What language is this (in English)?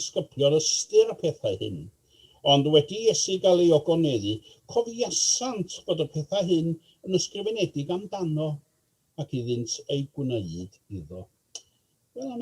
Welsh